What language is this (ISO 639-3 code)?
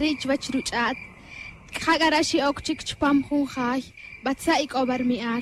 tzj